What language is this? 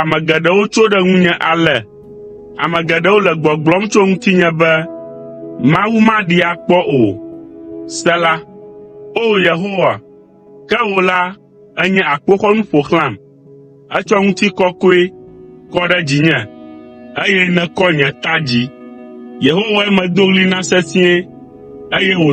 Ewe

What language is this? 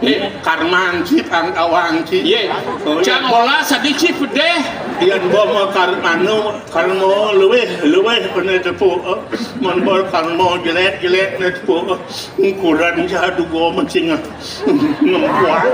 Balinese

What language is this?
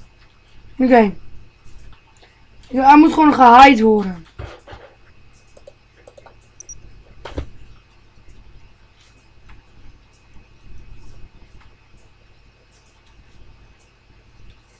Dutch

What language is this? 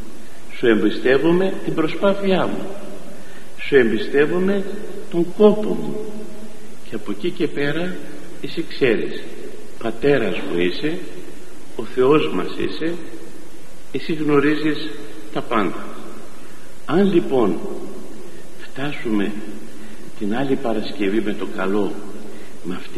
Greek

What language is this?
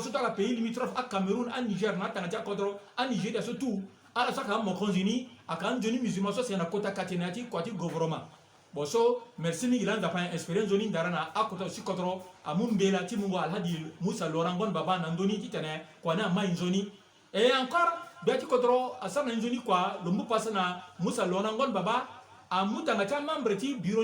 Sango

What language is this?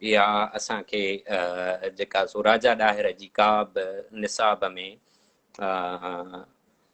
Sindhi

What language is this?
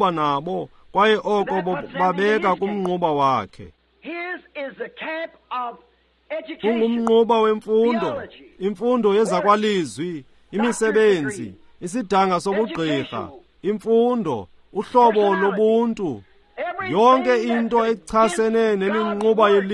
Xhosa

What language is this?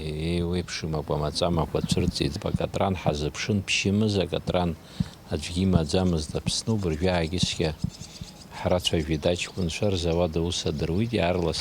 Abkhazian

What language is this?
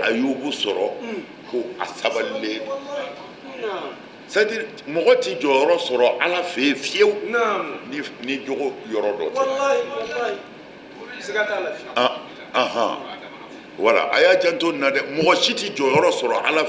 Bambara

